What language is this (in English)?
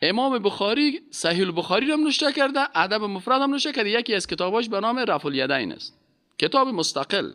Persian